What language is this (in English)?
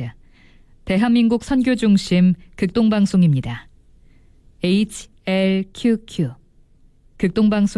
Korean